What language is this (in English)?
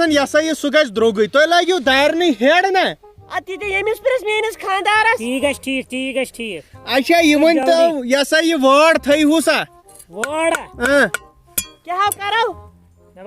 Kashmiri